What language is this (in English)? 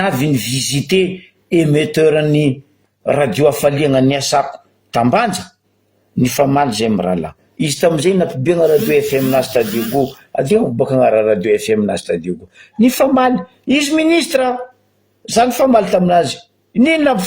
Malagasy